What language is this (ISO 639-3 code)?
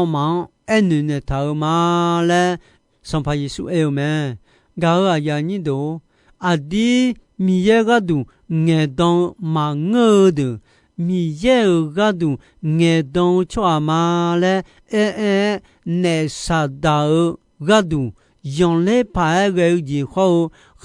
ahk